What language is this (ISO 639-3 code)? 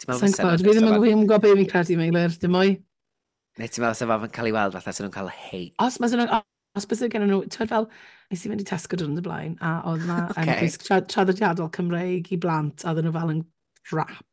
cym